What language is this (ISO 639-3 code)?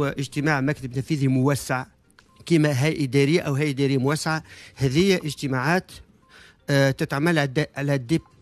aeb